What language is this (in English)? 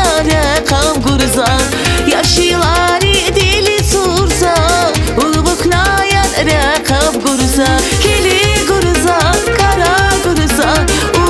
Tabassaran